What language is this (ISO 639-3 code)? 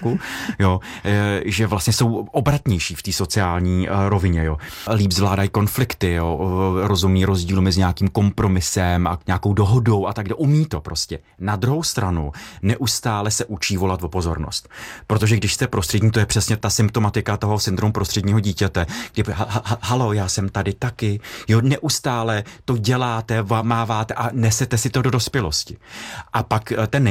ces